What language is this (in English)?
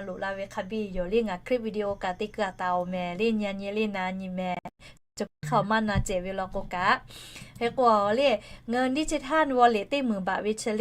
Lahu